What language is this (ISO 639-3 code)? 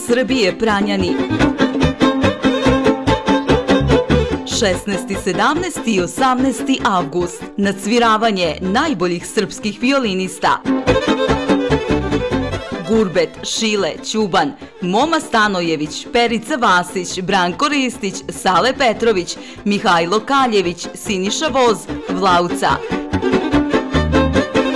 srp